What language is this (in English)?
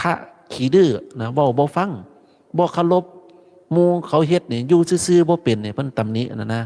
Northeastern Thai